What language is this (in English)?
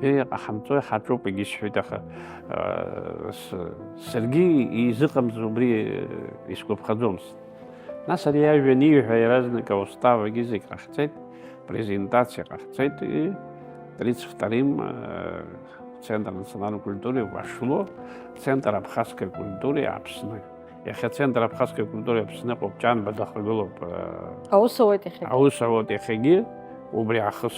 Abkhazian